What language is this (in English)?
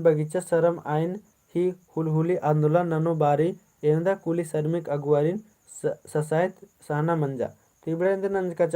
Kurukh